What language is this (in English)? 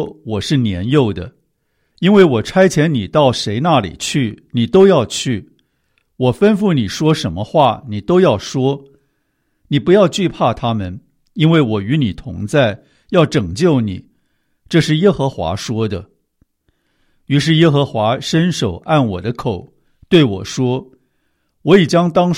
Chinese